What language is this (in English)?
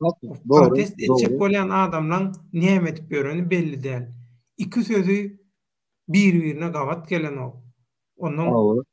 Turkmen